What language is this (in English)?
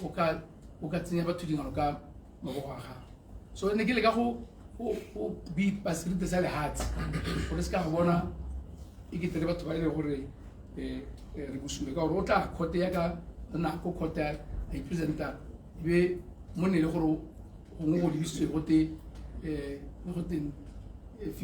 Tswana